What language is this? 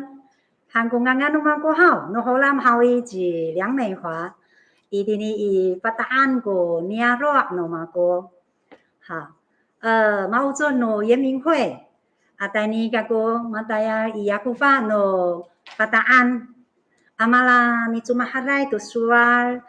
Amis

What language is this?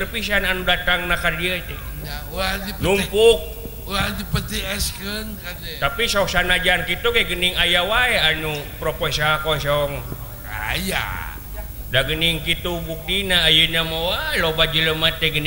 Sundanese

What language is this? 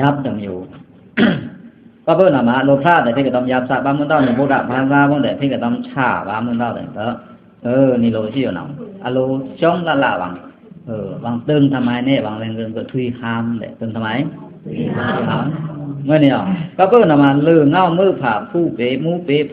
Pa'o Karen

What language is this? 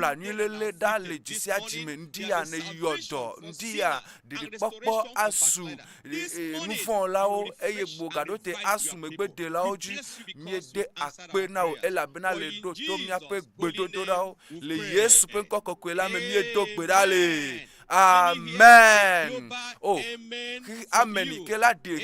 Ewe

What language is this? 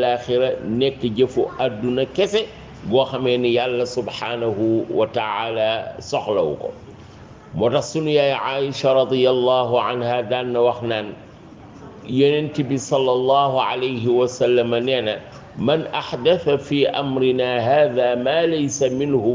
Wolof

